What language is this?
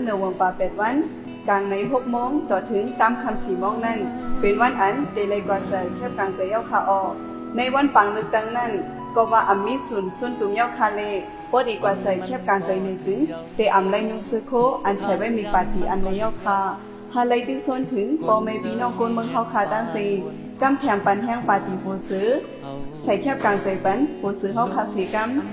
Shan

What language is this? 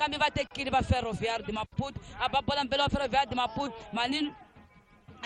Tsonga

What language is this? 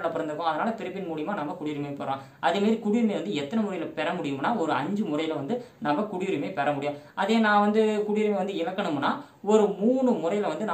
Tamil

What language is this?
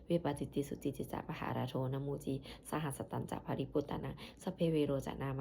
Pali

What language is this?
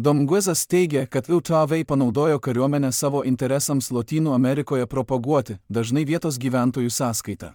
Lithuanian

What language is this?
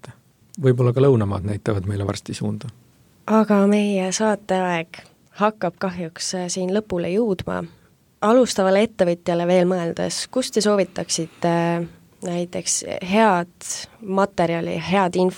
Estonian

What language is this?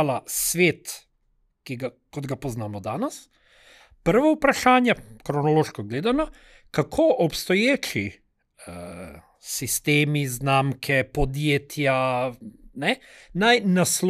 Slovenian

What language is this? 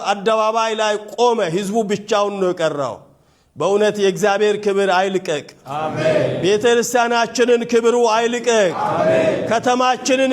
Amharic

